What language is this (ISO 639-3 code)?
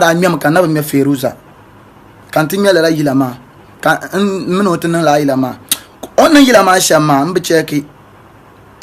dag